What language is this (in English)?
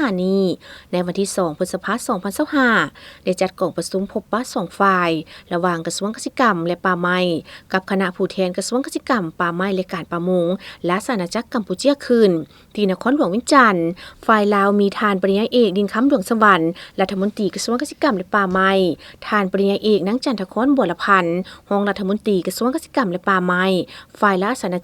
Lao